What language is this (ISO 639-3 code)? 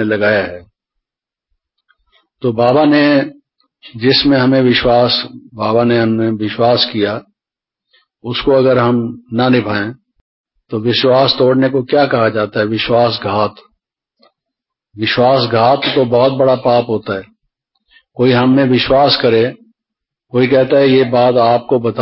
hin